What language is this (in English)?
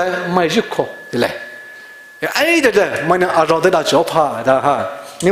Poumei Naga